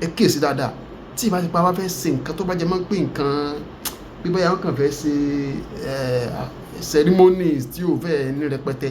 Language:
Yoruba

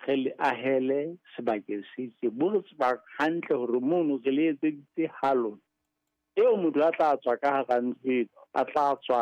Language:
Southern Sotho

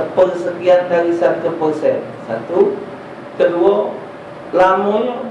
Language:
Musi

